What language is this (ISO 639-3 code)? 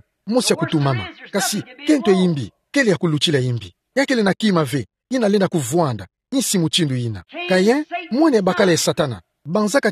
ktu